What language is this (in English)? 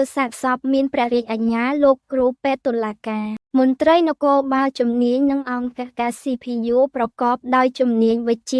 Khmer